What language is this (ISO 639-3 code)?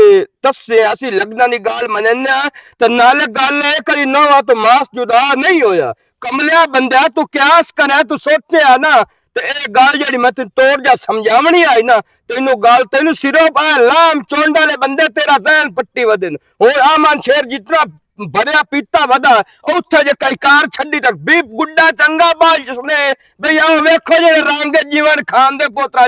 lah